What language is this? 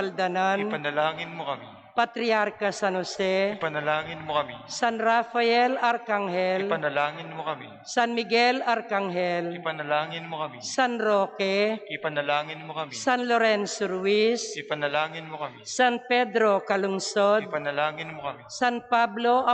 Pampanga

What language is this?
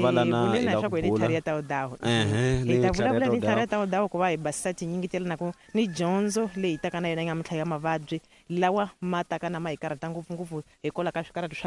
Tsonga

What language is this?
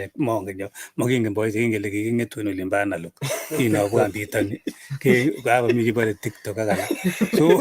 Kalenjin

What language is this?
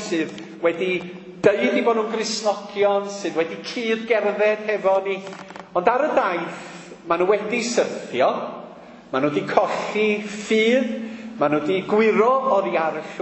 Welsh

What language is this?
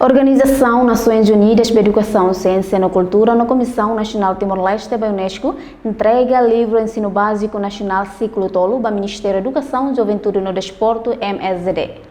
Tetum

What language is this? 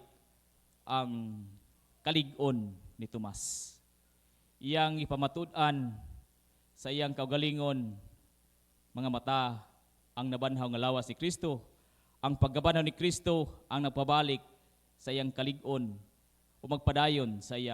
Cebuano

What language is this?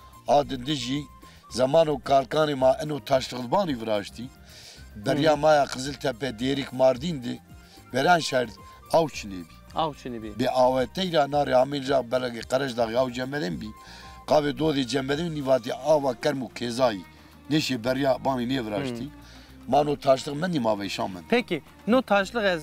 Zaza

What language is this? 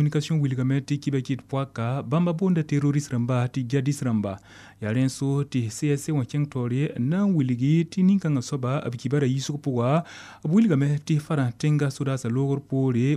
Mossi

